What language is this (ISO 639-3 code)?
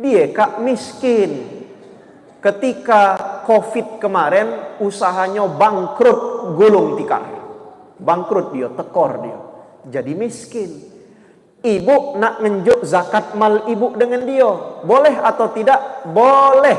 mui